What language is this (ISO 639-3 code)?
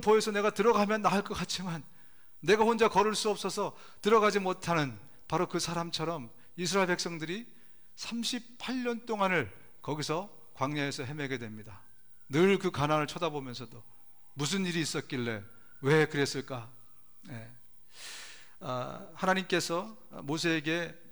kor